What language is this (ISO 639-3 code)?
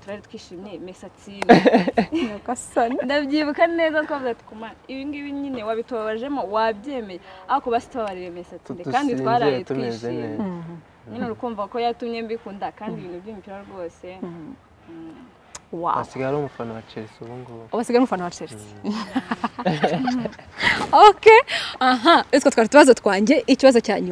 kin